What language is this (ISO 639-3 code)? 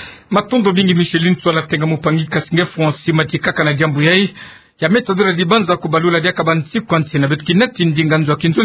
ktu